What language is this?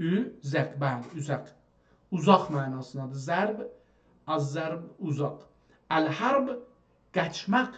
South Azerbaijani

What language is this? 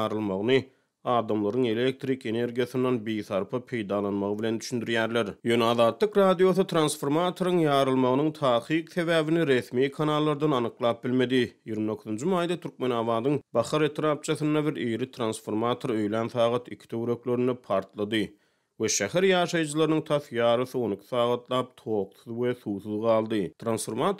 Turkmen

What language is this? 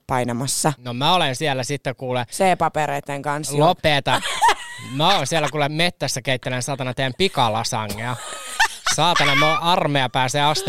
Finnish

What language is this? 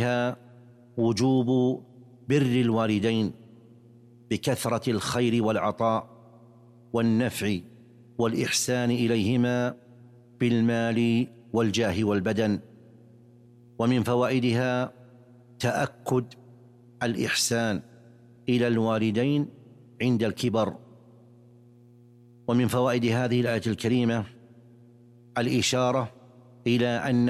Arabic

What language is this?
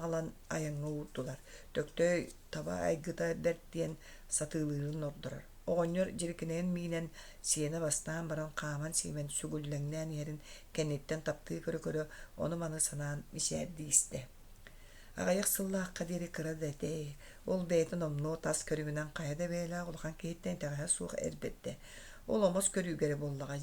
Yakut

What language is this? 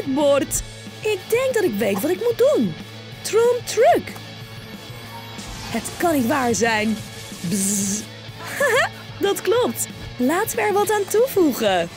Dutch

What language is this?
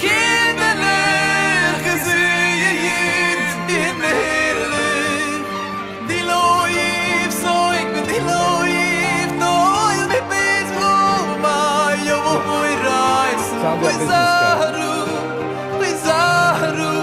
Yiddish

